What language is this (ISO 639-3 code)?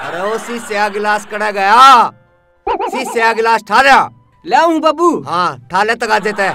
bgc